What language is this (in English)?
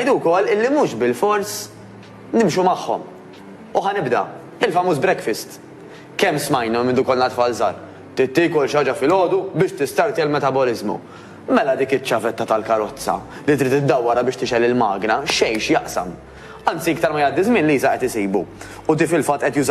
Maltese